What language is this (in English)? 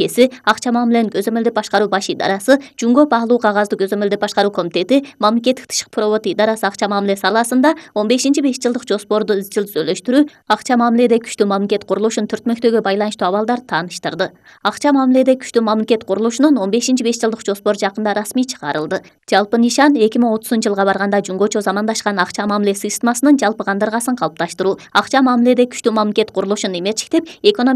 Kyrgyz